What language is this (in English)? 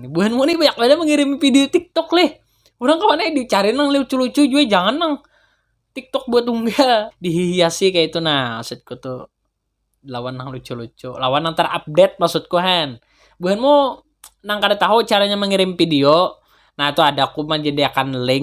Banjar